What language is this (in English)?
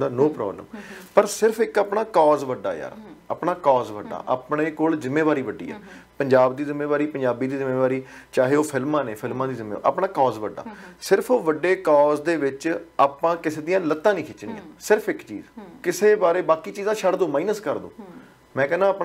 Punjabi